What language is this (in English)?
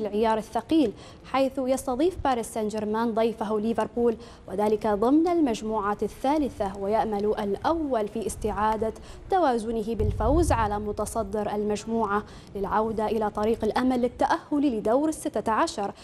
Arabic